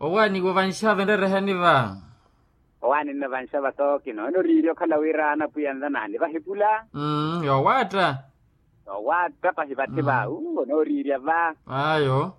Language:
Makhuwa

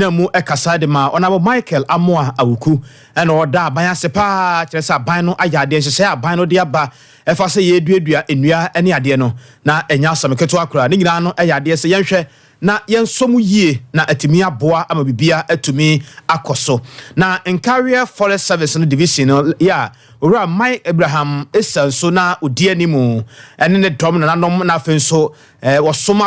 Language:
Akan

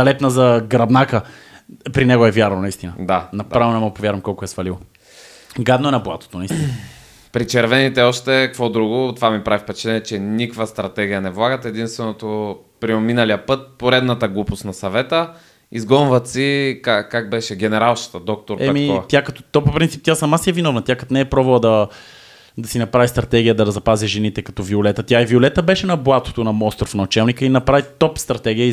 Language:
Bulgarian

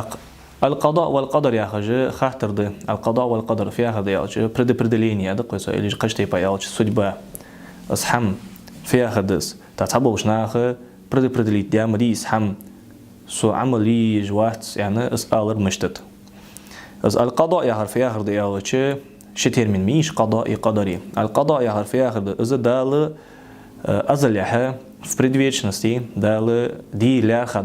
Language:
Ingush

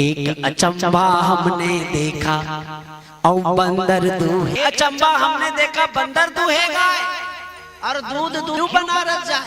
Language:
Chhattisgarhi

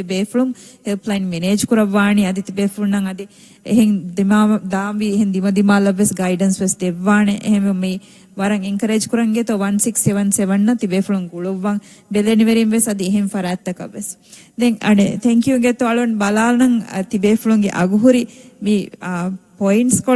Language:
Divehi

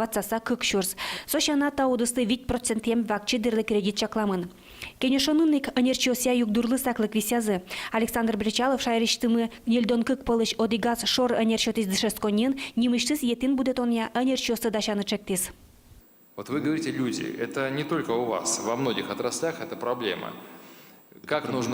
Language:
Udmurt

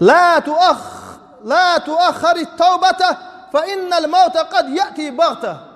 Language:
Chechen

